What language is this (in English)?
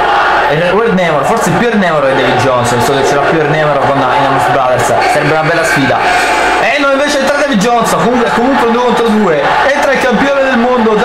Italian